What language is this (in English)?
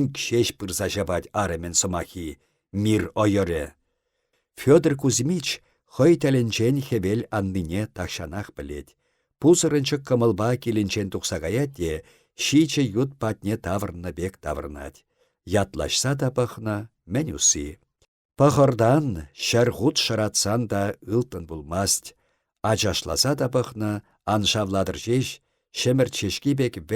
Chuvash